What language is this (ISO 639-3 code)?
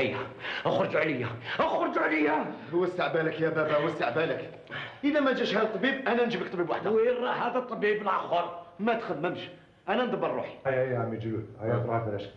arq